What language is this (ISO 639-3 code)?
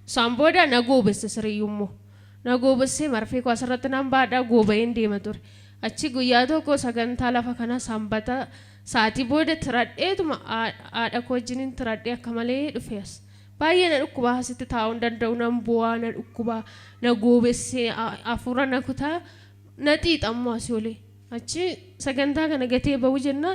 orm